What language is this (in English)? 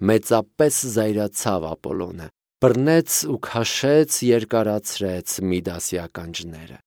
Armenian